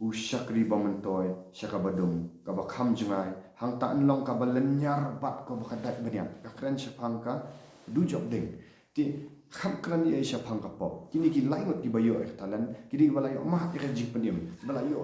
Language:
Khasi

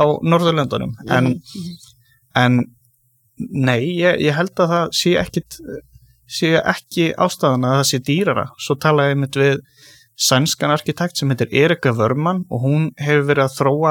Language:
Icelandic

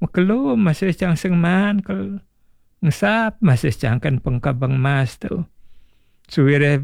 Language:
Balinese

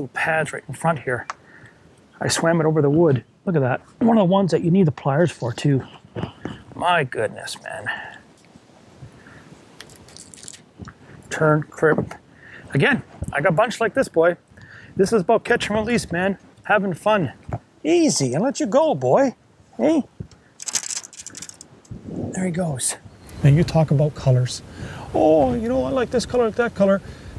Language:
English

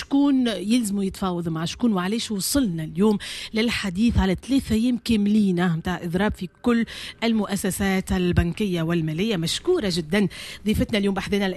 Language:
Tunisian Arabic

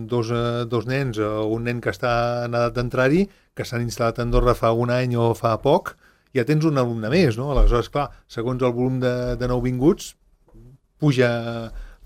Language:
Catalan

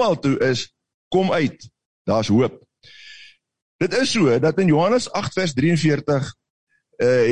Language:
Afrikaans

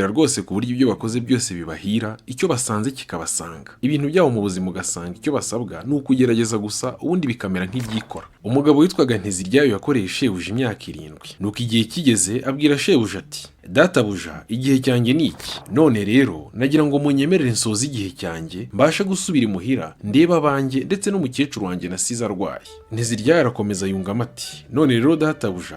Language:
Kinyarwanda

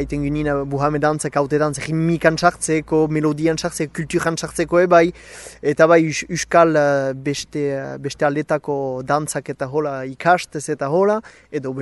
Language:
Basque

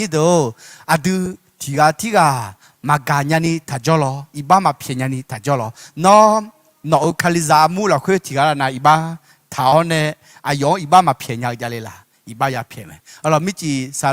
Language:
Akha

